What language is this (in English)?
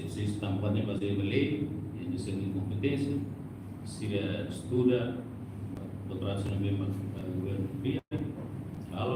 Tetum